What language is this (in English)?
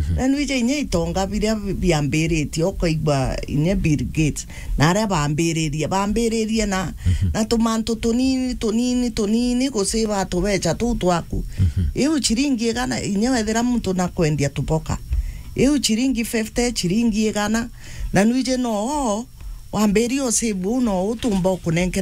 Meru